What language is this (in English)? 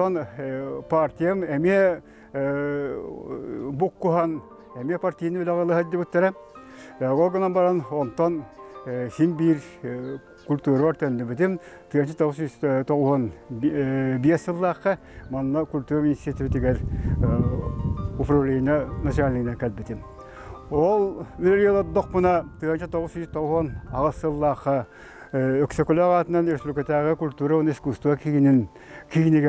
Yakut